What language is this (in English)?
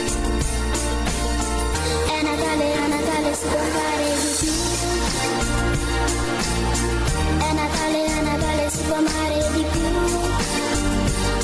Italian